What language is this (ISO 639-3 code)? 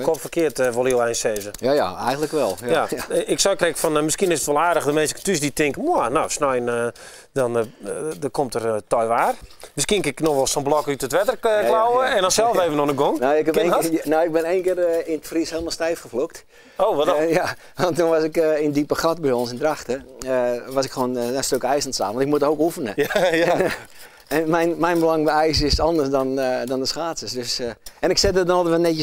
fry